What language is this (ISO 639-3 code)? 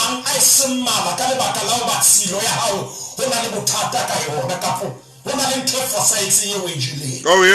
sot